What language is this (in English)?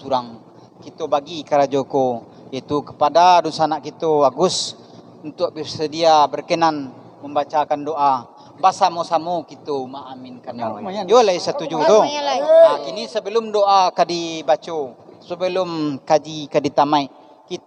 Minangkabau